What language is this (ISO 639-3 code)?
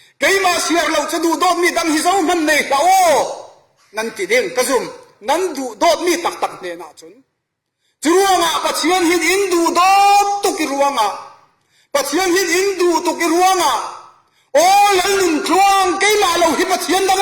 cfm